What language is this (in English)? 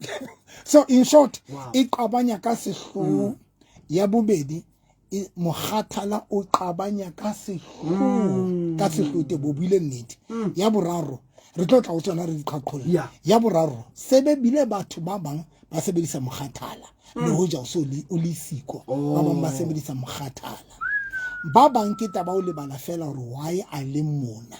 Southern Sotho